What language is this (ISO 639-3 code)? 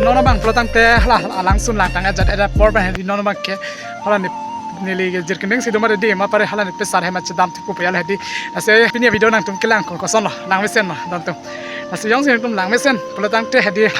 mjw